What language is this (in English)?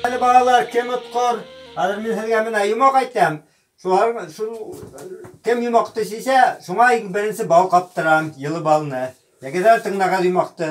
Bashkir